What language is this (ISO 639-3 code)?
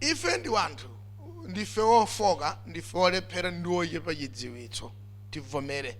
nya